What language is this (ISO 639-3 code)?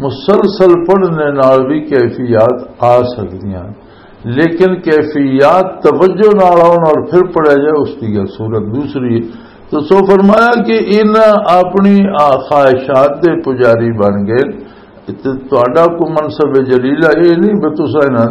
lah